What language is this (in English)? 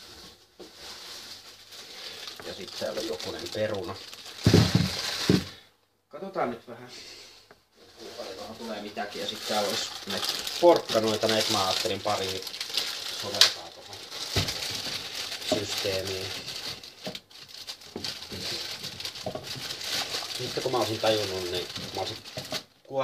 Finnish